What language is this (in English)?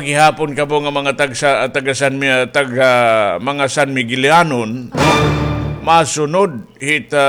Waray